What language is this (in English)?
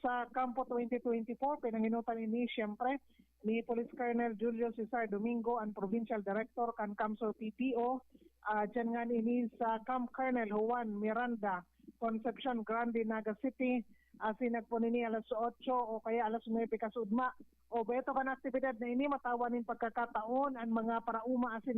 Bikol